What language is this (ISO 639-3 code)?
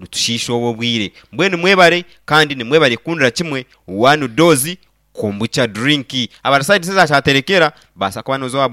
nyn